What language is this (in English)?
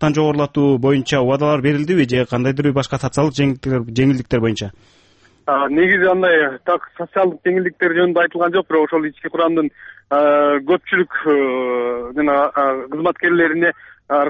Kyrgyz